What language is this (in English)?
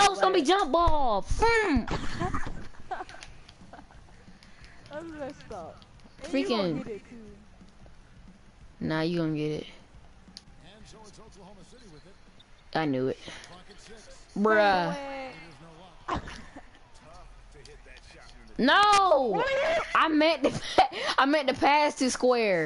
English